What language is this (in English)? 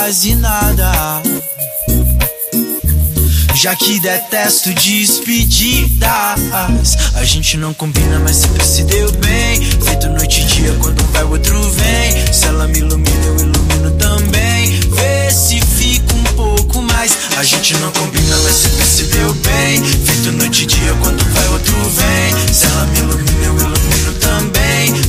Portuguese